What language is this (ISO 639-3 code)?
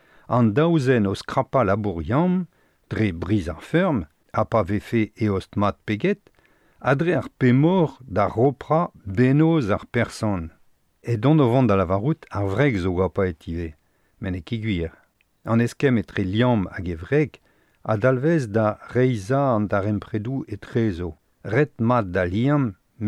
bre